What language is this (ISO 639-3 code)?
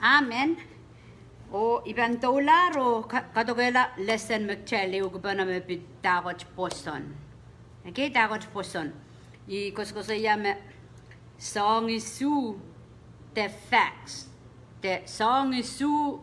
pon